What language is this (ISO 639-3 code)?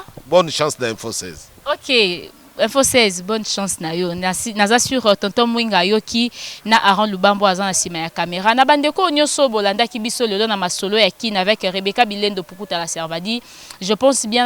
lin